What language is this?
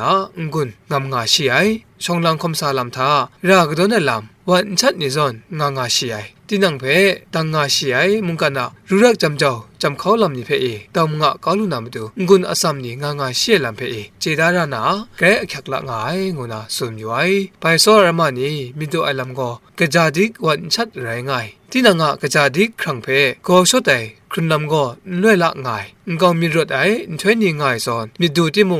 Kachin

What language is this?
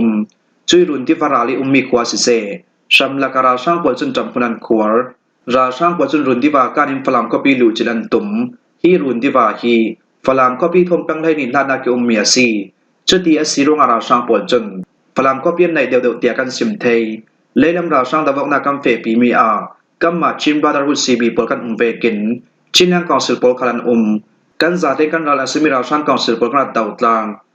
Falam Chin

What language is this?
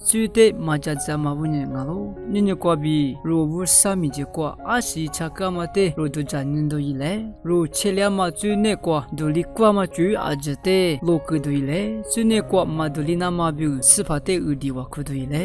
Lisu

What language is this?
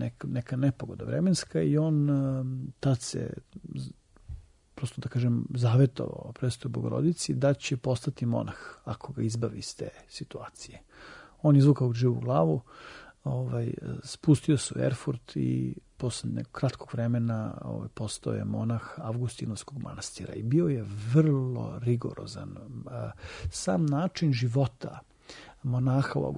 Serbian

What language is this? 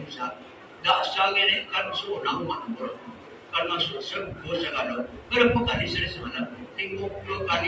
Minangkabau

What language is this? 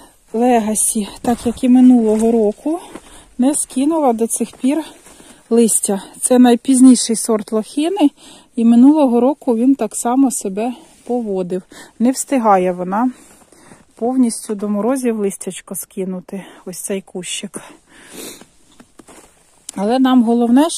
Ukrainian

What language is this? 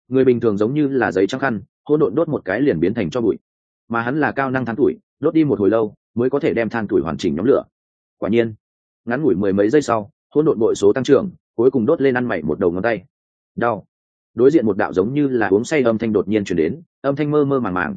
Vietnamese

